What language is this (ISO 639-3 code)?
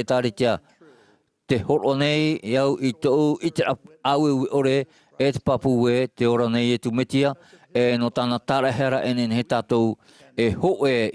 tah